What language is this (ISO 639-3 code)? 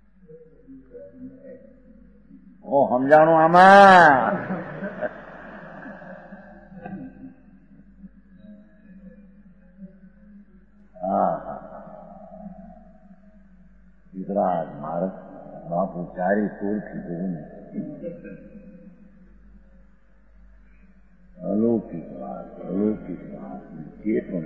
guj